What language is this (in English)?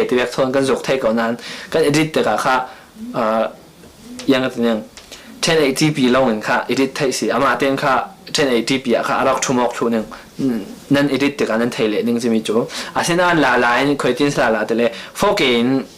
Falam Chin